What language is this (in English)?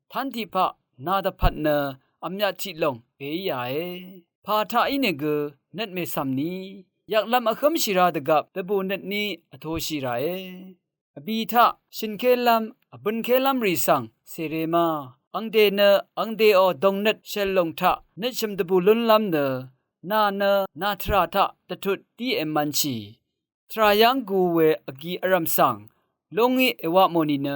Rawang